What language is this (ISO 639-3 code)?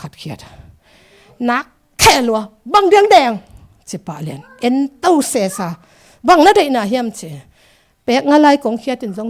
ctd